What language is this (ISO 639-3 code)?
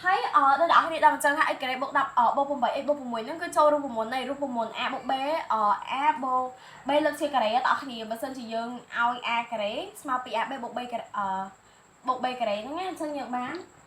khm